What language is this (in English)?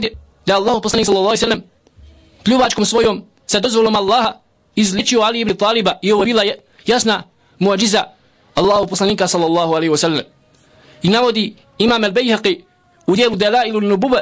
Bosnian